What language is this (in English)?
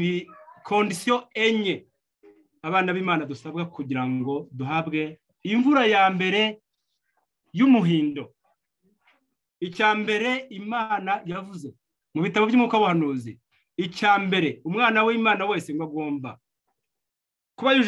Kinyarwanda